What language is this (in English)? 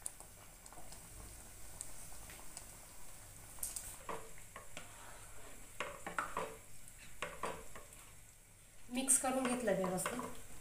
Marathi